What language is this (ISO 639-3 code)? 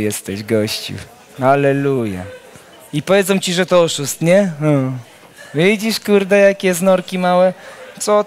pol